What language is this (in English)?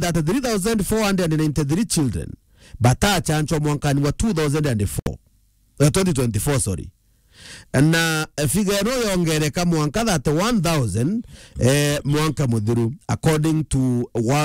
Meru